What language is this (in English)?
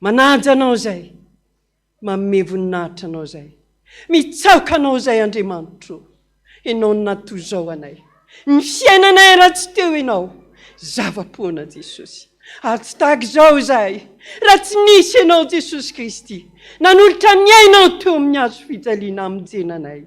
Malagasy